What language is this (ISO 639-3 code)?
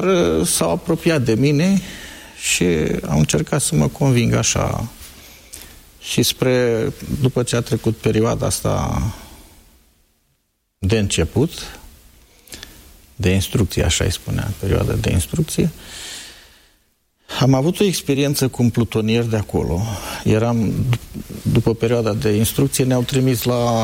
ron